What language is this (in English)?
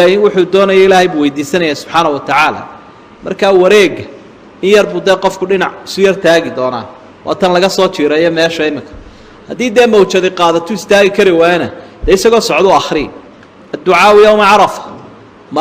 Somali